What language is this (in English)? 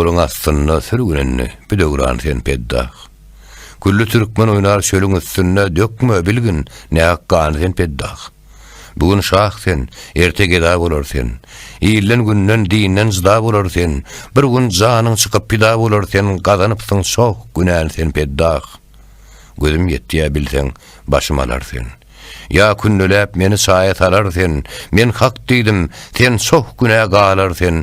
Turkmen